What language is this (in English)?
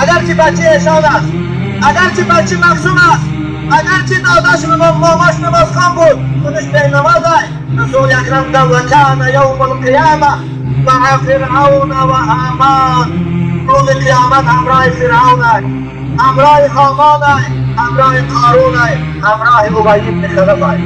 Tajik